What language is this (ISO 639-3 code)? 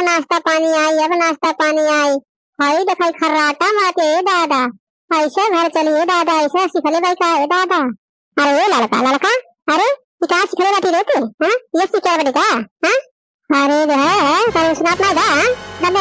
bho